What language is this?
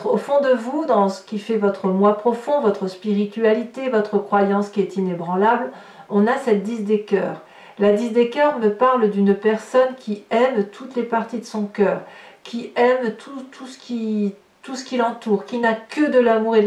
French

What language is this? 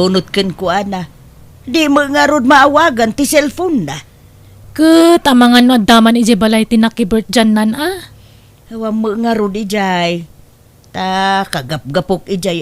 Iloko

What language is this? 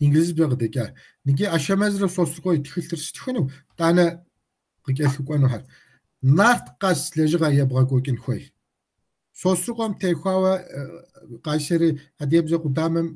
Kabardian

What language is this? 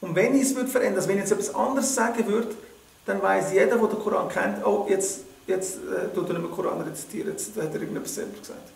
Swiss German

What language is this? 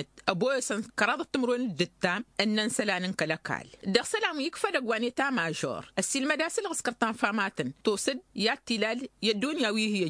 Tamasheq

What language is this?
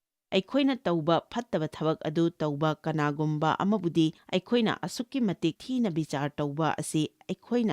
Manipuri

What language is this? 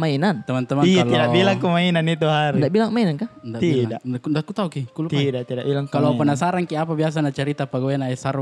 Makassar Malay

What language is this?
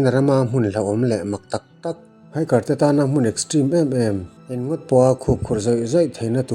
Mizo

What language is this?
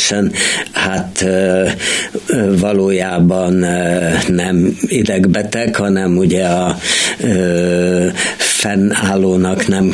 Hungarian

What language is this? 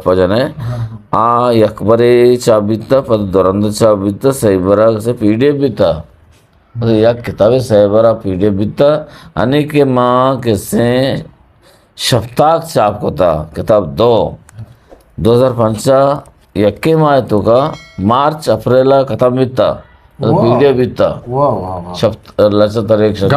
Eastern Balochi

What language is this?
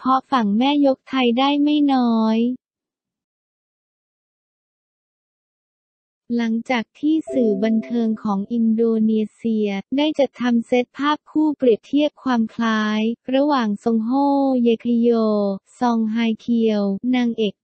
Thai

